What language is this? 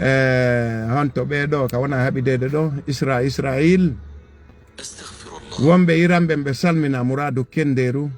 Fula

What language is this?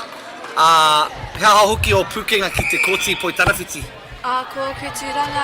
Māori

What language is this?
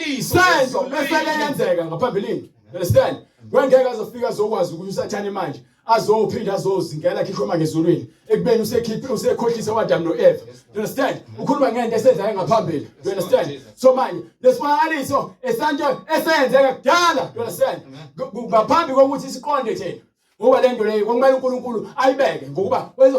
Zulu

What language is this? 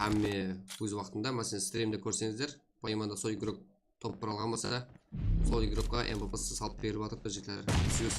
Kara-Kalpak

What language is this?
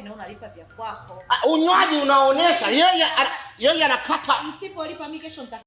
Swahili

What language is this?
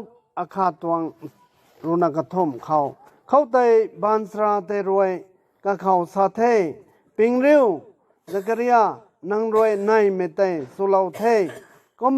Rongmei Naga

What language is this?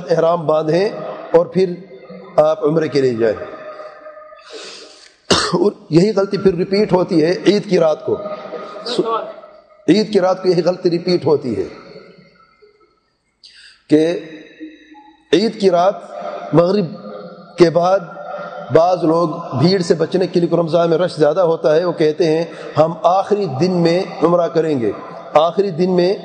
Urdu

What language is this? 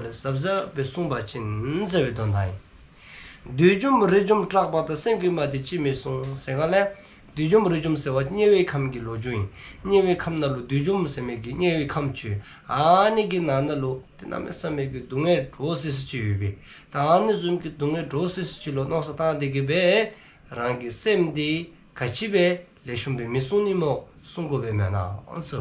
Dzongkha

